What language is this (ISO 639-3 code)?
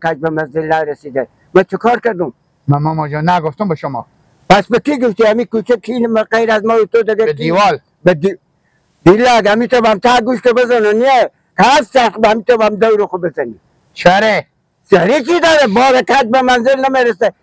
fas